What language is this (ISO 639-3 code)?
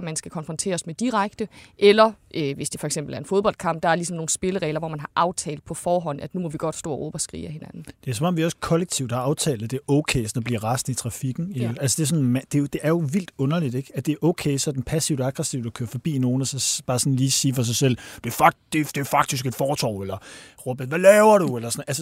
dan